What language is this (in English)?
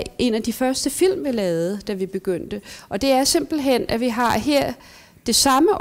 Danish